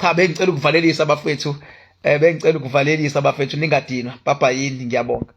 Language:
Zulu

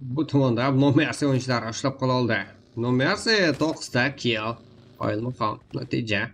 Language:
Kara-Kalpak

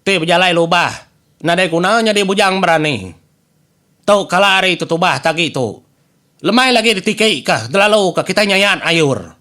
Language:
Iban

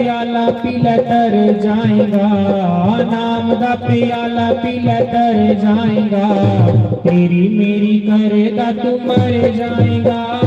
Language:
Dogri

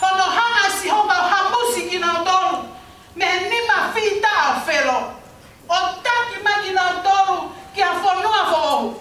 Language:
Tongan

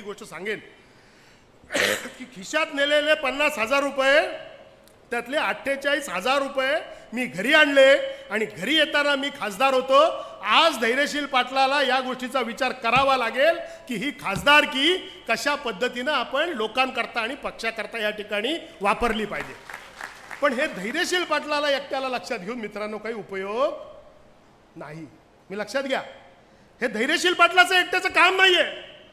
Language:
Marathi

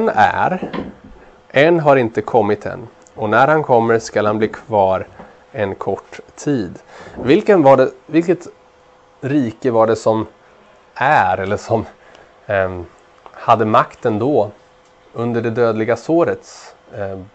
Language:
Swedish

